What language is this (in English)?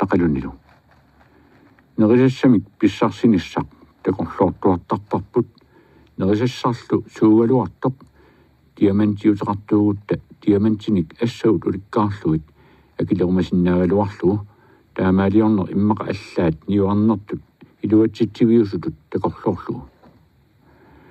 Kalaallisut